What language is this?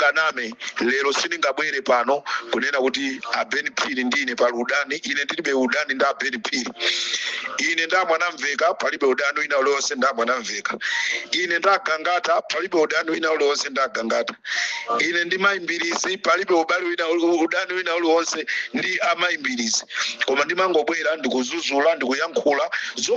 Nyanja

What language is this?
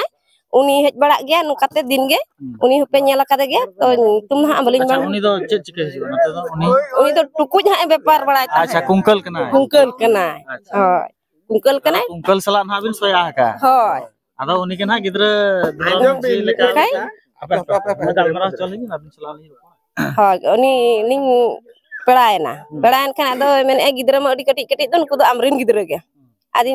Santali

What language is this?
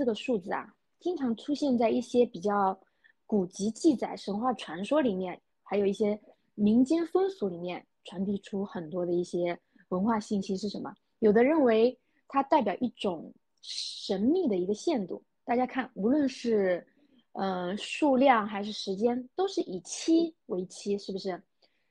Chinese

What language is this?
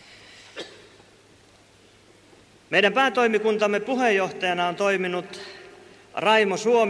Finnish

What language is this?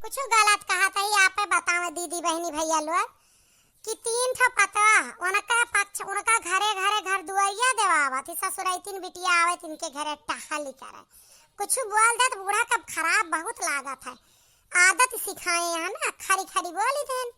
Awadhi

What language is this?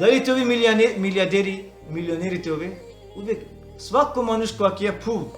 Balkan Romani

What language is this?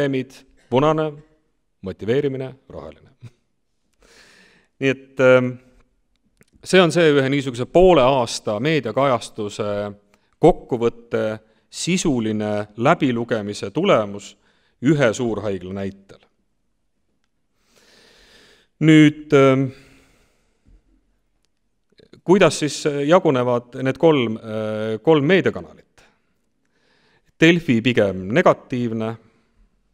Estonian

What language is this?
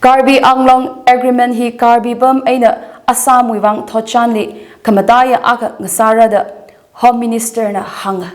Tangkhul Naga (India)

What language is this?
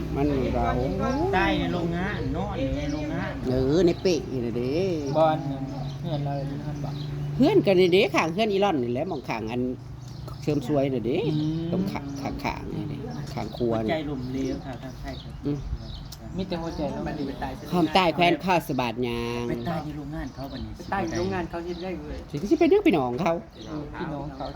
Northeastern Thai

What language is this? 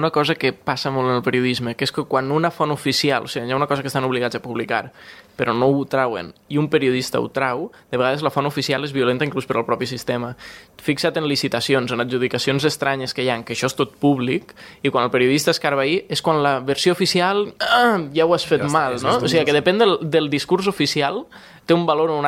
Catalan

